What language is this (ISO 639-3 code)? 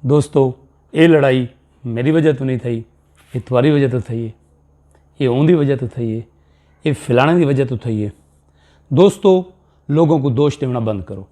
skr